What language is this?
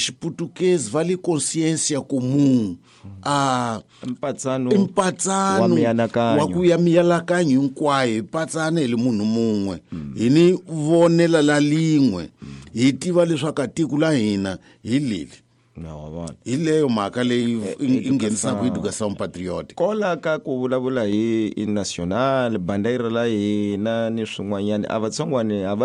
Tsonga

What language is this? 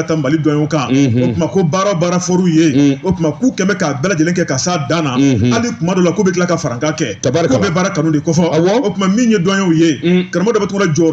Bambara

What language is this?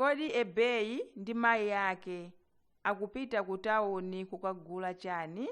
Nyanja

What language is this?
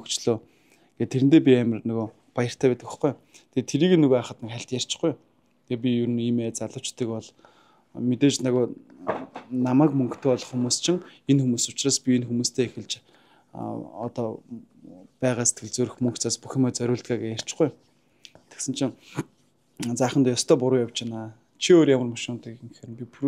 Mongolian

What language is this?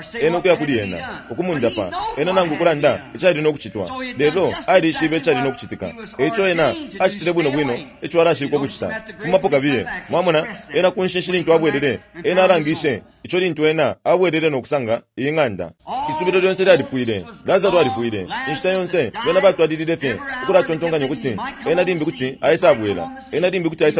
Bemba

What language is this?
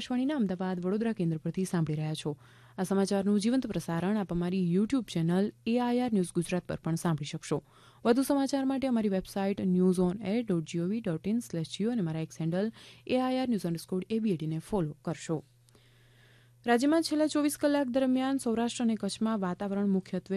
Gujarati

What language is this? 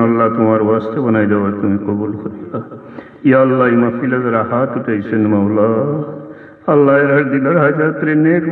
Sylheti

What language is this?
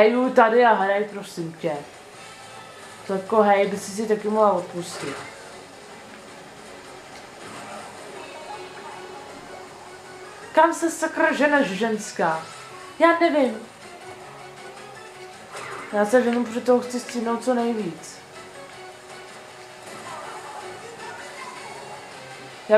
Czech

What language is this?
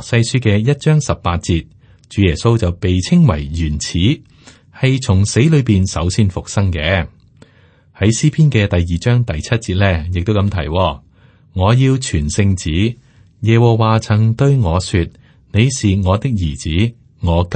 Cantonese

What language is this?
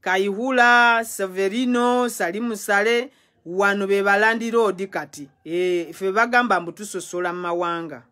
Ganda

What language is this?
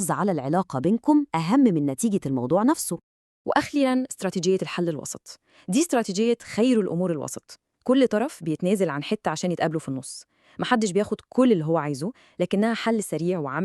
Egyptian Arabic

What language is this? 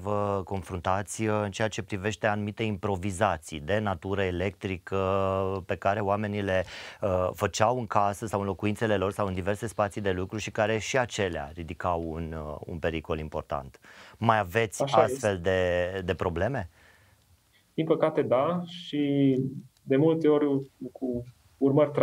Romanian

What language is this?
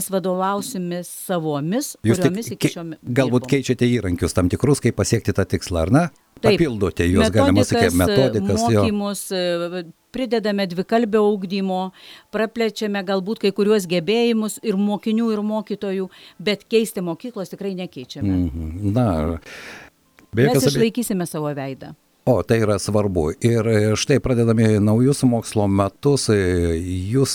Lithuanian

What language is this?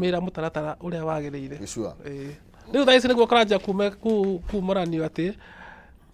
Kikuyu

